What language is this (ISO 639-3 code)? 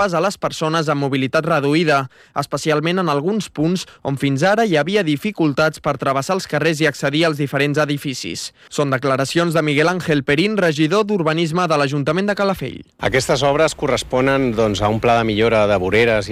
cat